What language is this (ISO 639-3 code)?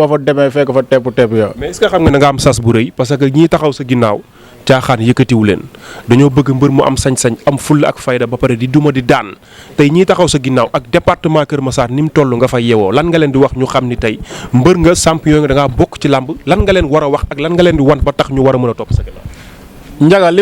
wol